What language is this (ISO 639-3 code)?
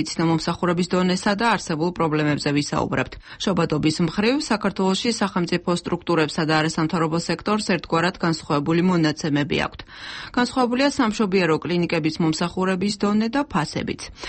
kat